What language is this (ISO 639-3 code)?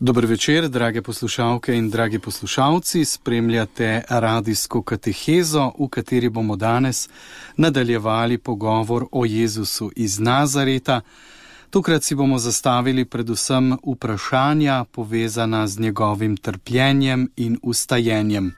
slv